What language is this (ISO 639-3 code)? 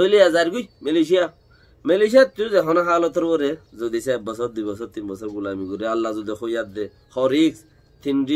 rhg